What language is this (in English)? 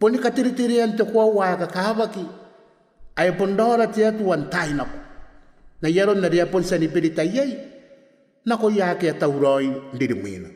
Gilbertese